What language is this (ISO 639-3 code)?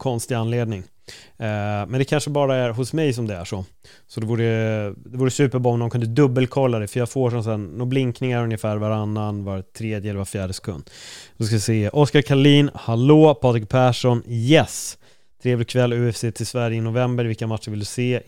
swe